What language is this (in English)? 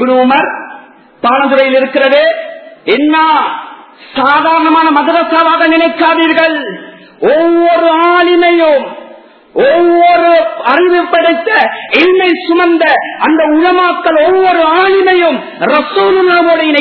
Tamil